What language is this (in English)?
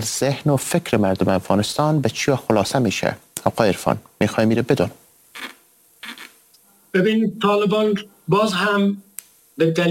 Persian